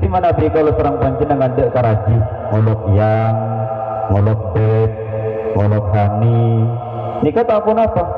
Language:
Madurese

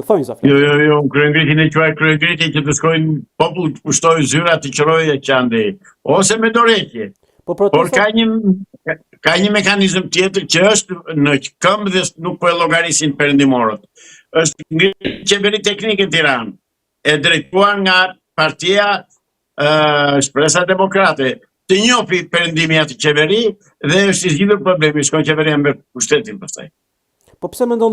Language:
Albanian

